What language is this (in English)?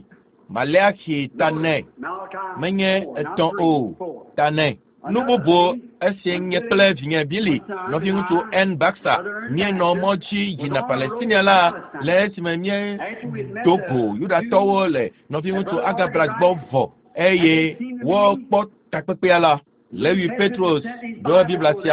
Ewe